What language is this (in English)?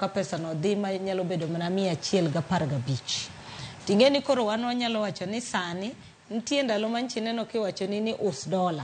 Luo (Kenya and Tanzania)